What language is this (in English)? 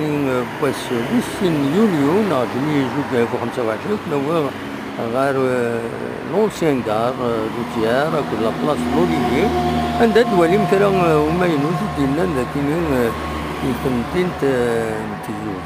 Kabyle